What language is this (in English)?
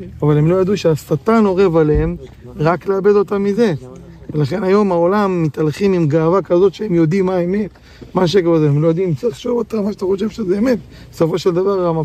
Hebrew